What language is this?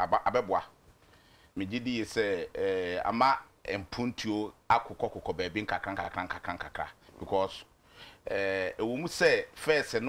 Akan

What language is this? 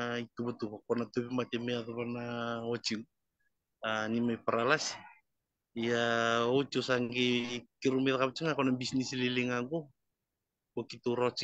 Fijian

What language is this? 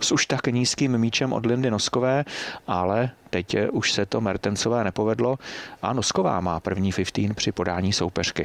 Czech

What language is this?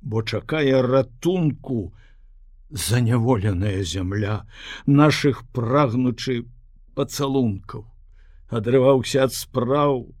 Belarusian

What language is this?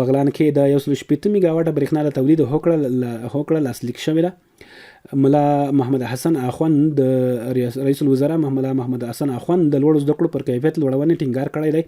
Pashto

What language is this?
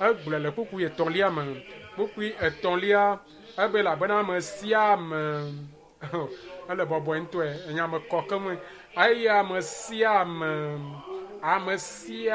Ewe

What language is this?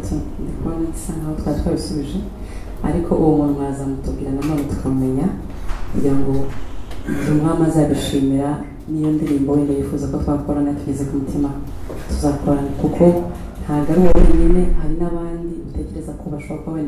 Kinyarwanda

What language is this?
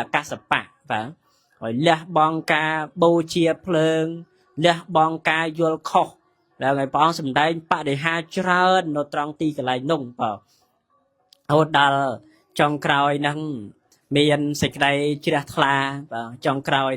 Khmer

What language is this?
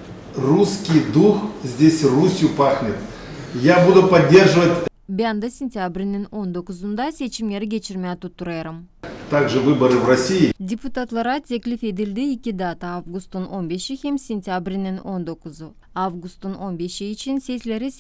Gagauz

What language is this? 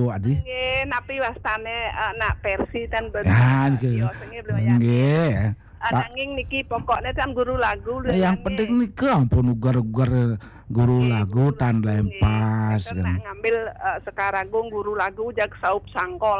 Balinese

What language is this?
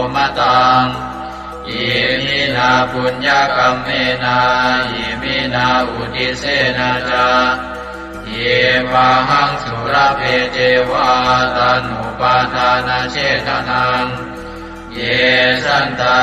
Pali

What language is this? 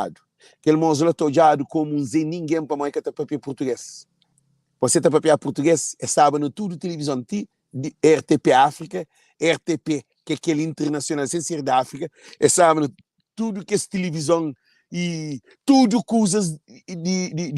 Kabuverdianu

